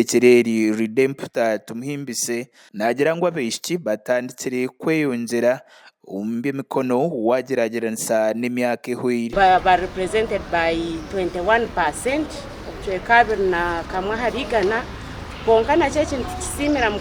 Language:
Nyankole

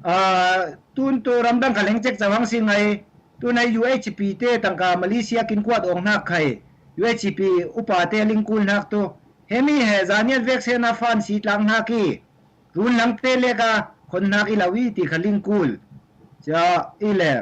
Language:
Falam Chin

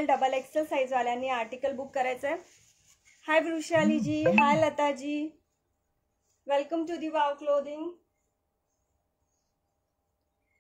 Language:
Marathi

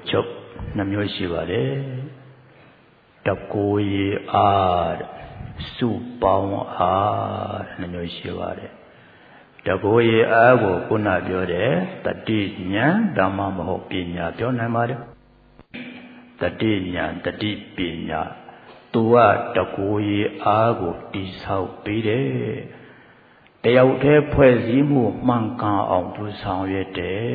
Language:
Burmese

